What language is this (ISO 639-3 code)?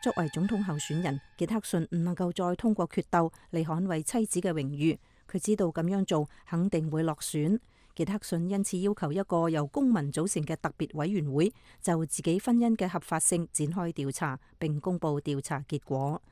yue